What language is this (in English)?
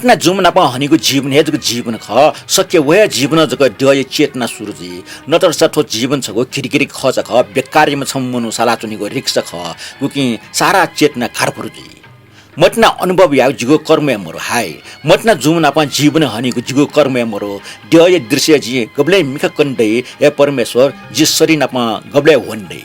Newari